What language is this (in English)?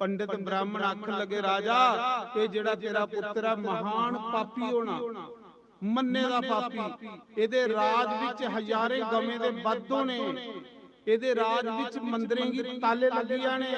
Dogri